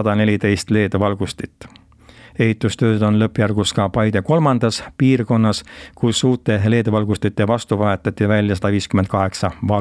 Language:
Estonian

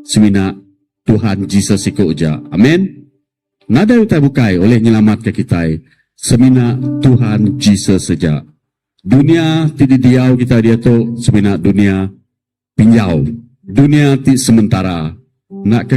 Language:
Iban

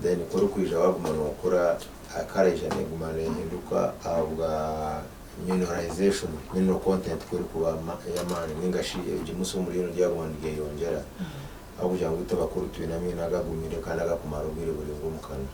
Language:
Nyankole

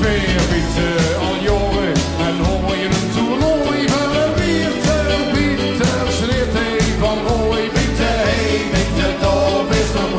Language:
Limburgish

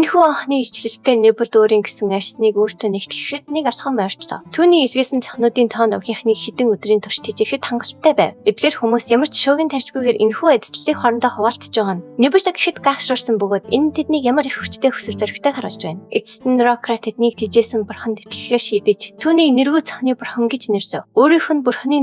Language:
Mongolian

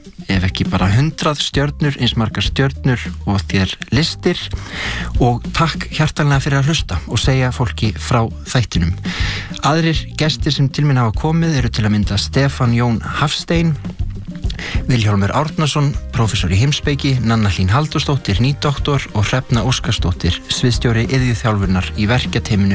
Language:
Icelandic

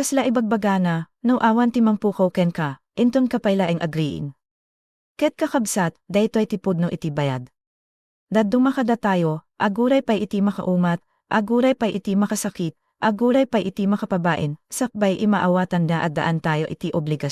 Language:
Iloko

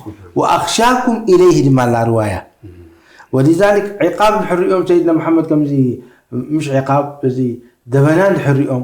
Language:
Tigrinya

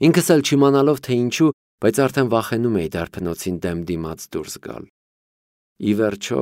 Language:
Armenian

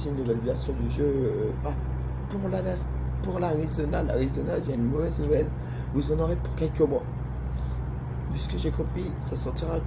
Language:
French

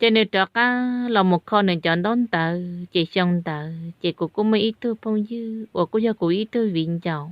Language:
Hmong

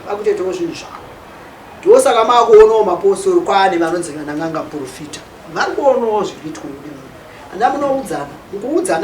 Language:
Shona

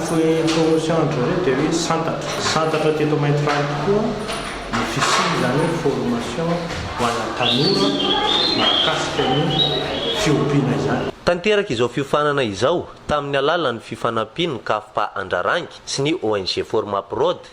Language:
Malagasy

